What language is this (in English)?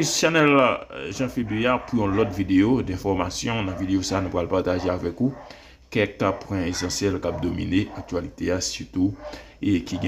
Haitian Creole